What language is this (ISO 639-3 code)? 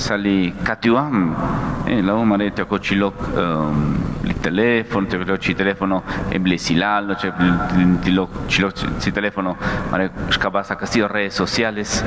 kek